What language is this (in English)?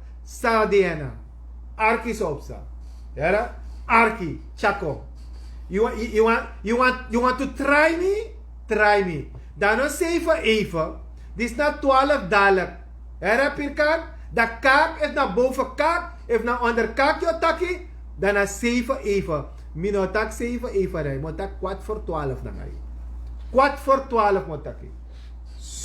Sranan Tongo